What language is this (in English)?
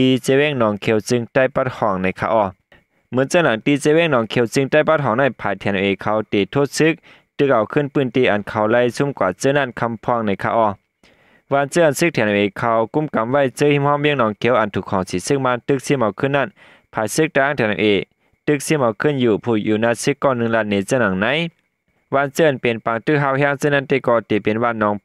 Shan